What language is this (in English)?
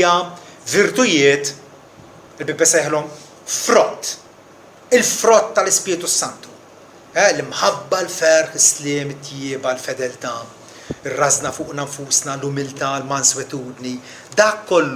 Maltese